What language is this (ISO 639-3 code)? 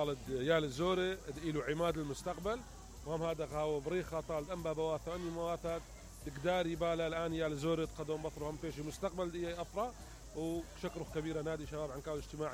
acm